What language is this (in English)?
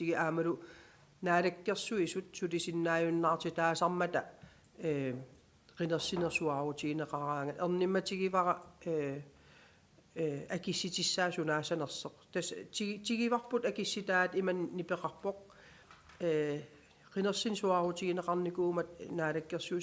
Kalaallisut